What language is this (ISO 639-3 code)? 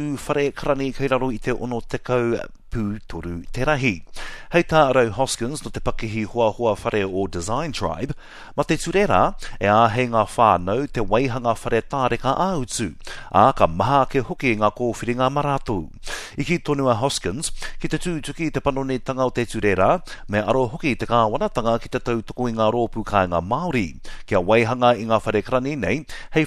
mri